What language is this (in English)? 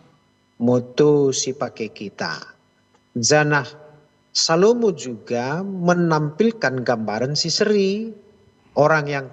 Batak Karo